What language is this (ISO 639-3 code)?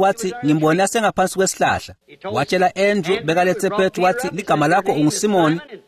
ssw